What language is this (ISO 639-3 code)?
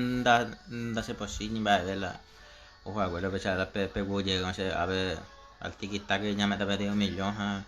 grn